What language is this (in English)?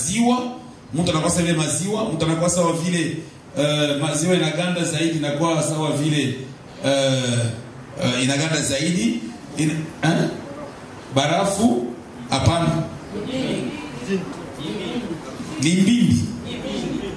Swahili